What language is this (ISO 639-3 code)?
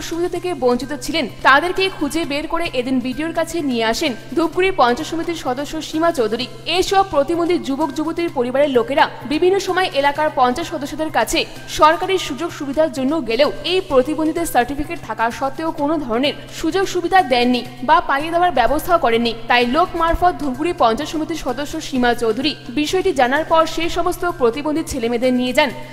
ben